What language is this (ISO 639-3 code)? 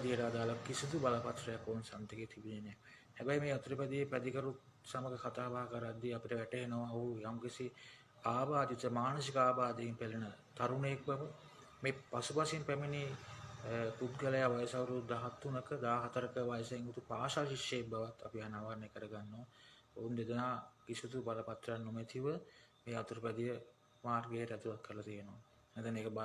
sin